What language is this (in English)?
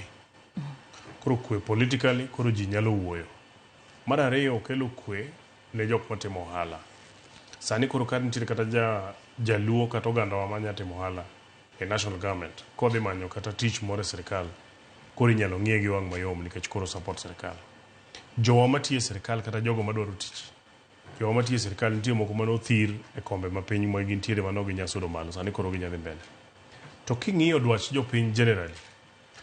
Luo (Kenya and Tanzania)